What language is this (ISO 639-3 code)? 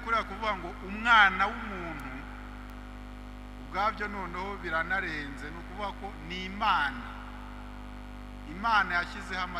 kin